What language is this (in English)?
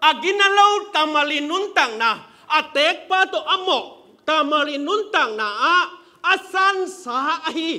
Tedim Chin